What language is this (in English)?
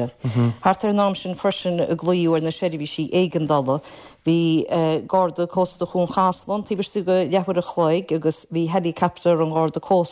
Irish